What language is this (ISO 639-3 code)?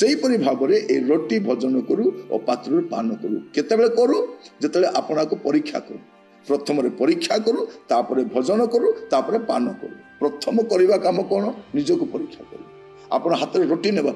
ori